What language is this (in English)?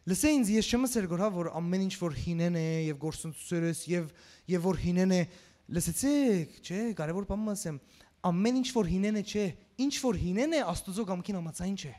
Western Armenian